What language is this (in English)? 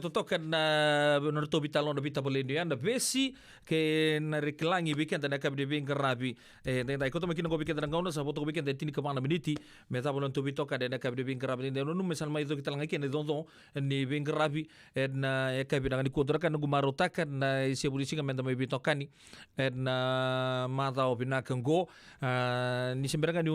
Fijian